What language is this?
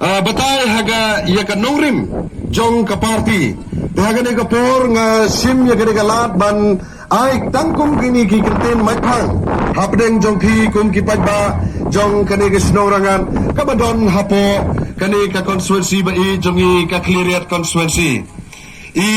Khasi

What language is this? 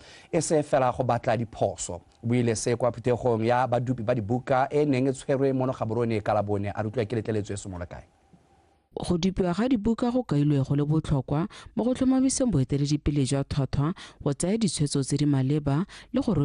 Tswana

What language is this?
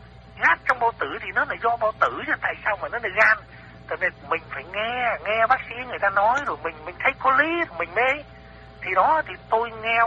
Vietnamese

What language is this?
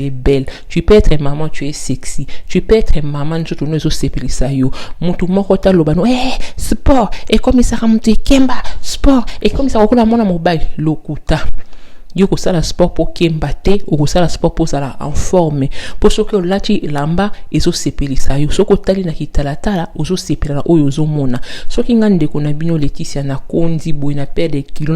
Lingala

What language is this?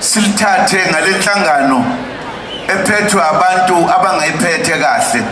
Zulu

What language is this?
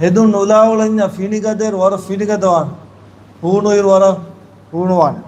Divehi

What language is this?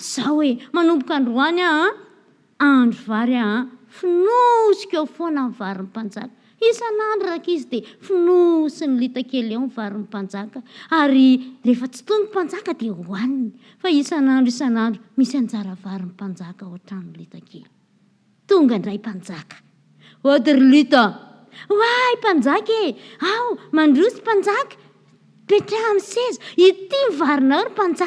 Malagasy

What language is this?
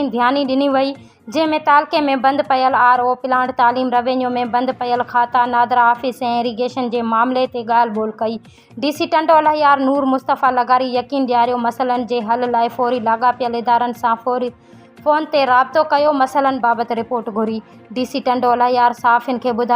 Sindhi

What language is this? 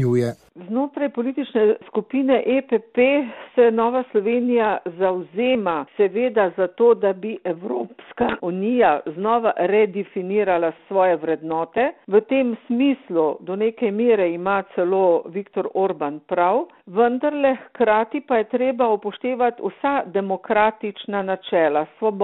Slovenian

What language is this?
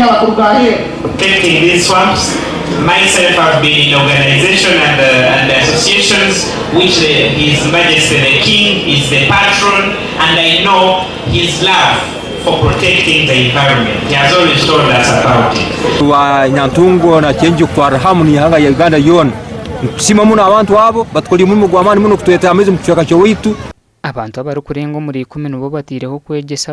Nyankole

